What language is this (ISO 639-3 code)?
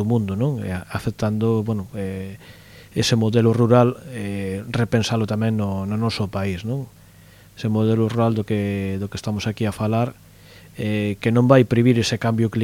glg